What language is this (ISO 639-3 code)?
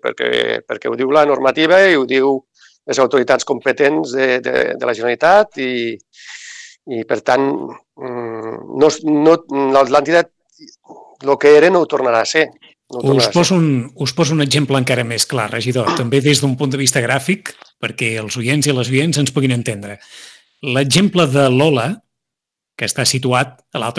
cat